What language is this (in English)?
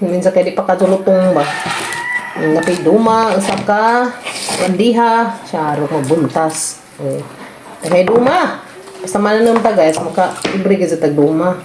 Cebuano